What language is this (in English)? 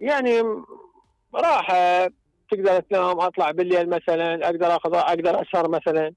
Mesopotamian Arabic